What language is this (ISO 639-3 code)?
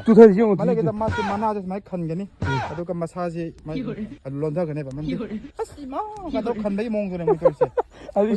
mni